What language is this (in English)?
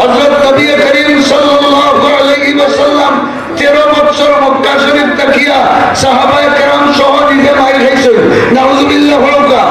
Sylheti